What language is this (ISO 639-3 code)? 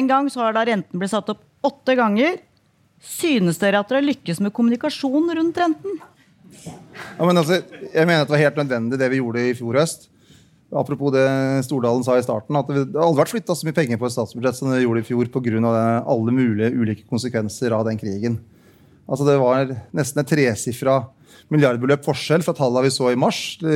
nor